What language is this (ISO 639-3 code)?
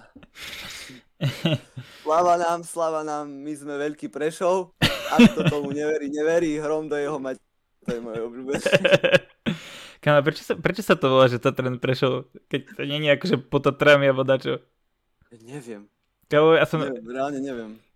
slk